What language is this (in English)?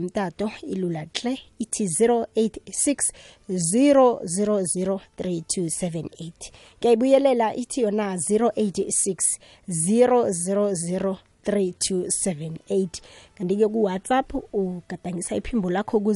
South Ndebele